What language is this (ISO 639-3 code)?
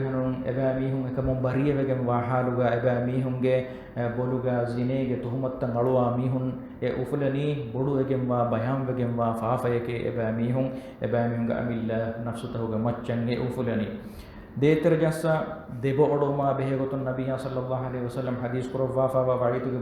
div